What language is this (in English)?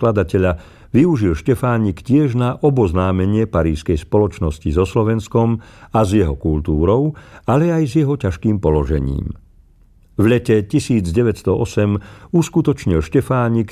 Slovak